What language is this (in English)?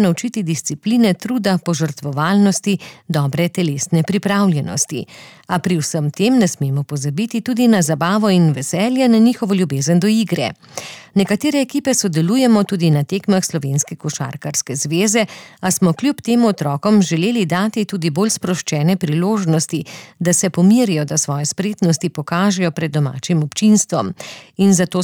Slovenian